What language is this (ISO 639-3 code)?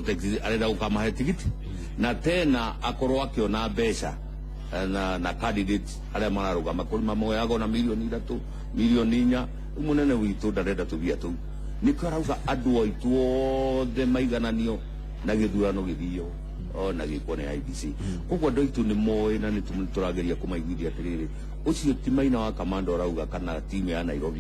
kik